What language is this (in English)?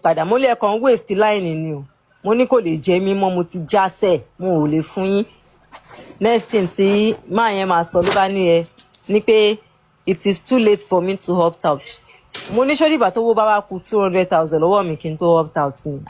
Yoruba